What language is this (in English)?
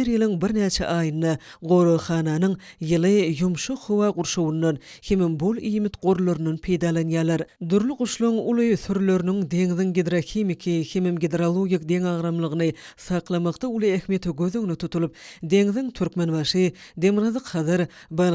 Turkmen